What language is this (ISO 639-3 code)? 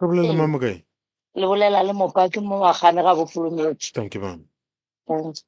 nso